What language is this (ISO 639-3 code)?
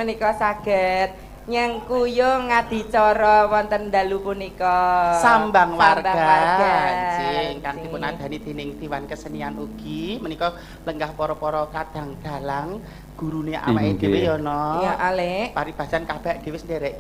jav